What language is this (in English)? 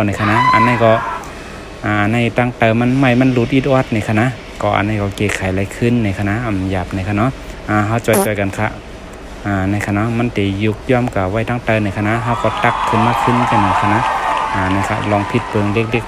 Shan